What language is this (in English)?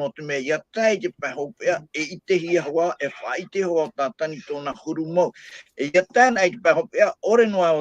Tahitian